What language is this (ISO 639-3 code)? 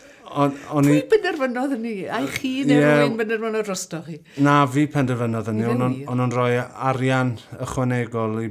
cym